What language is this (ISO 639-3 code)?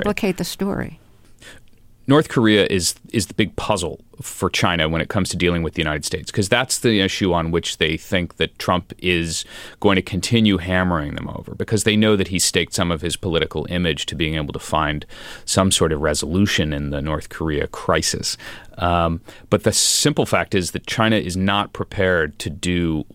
eng